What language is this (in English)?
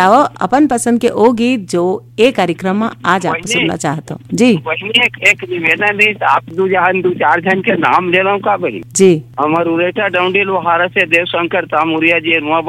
Chhattisgarhi